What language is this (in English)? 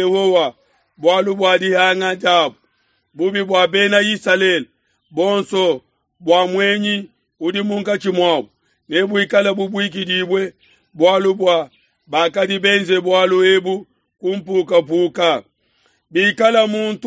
Luba-Lulua